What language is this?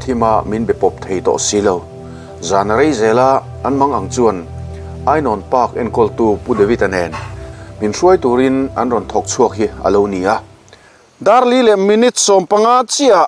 Mizo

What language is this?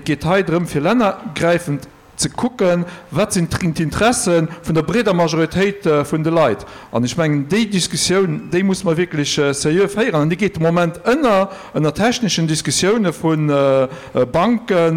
Luxembourgish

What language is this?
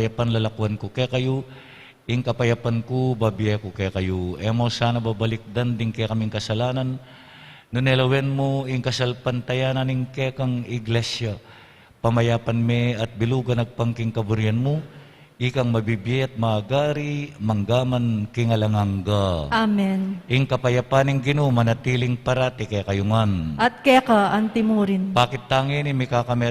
Pampanga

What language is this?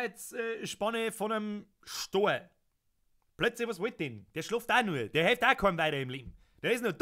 Bavarian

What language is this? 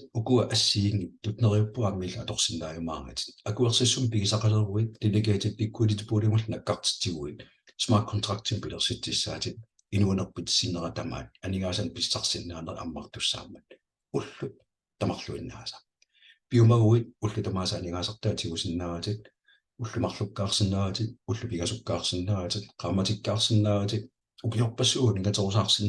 Kalaallisut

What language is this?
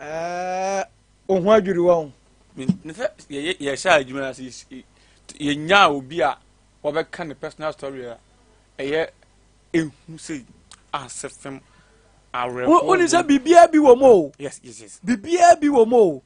Akan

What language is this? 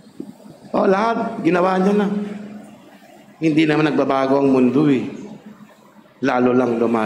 Filipino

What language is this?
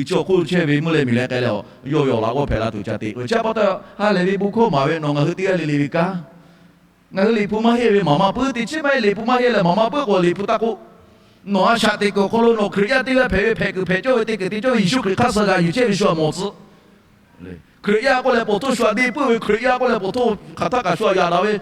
Lahu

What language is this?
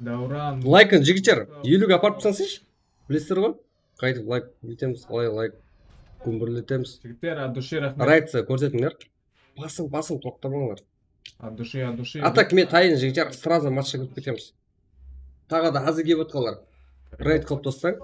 Kara-Kalpak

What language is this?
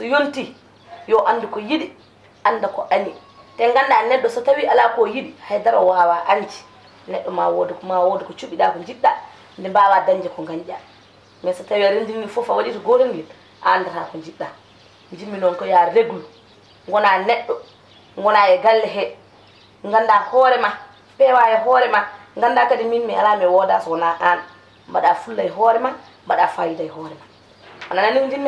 Fula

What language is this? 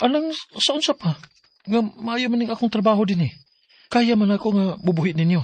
Cebuano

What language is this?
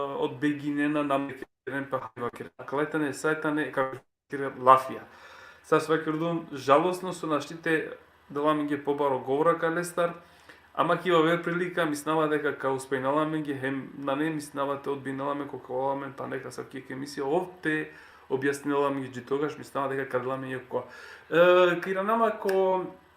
Balkan Romani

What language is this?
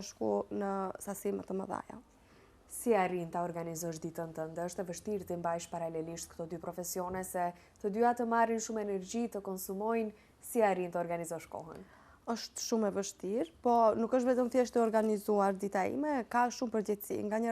Albanian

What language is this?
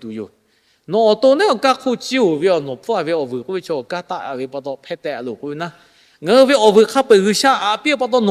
Lahu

